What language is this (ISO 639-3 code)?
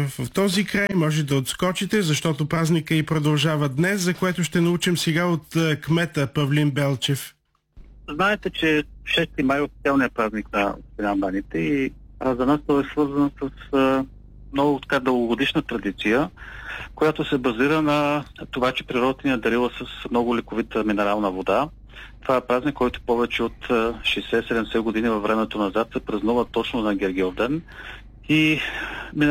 bul